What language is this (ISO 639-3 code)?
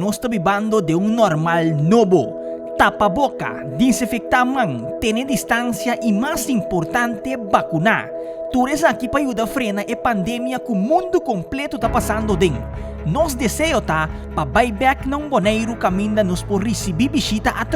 pap